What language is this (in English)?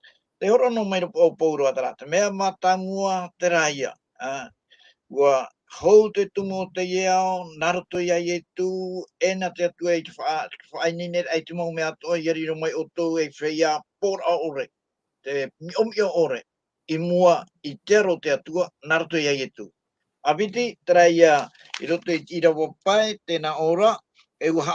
Tahitian